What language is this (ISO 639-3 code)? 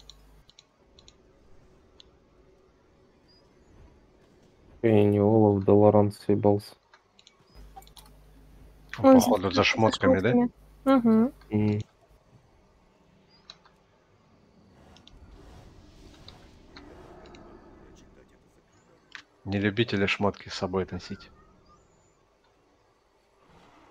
rus